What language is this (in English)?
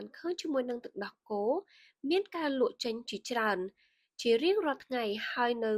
Khmer